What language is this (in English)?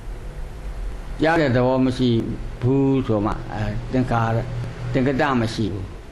Burmese